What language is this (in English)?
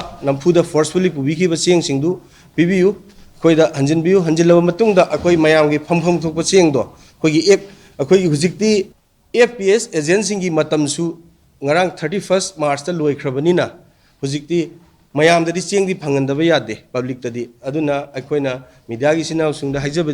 Manipuri